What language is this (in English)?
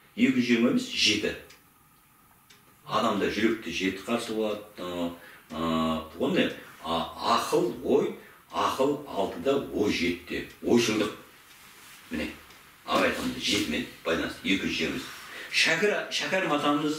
Kazakh